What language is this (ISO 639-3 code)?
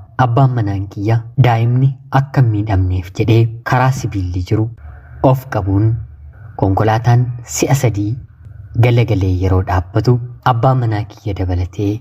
orm